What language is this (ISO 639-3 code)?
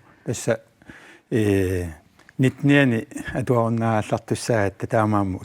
kal